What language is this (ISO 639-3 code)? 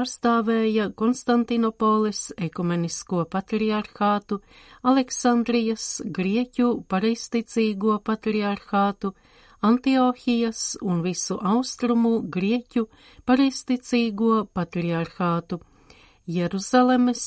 lav